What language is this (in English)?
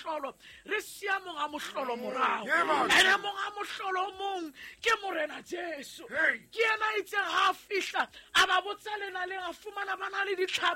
Southern Sotho